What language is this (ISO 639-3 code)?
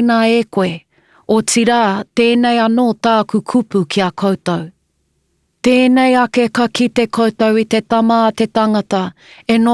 mri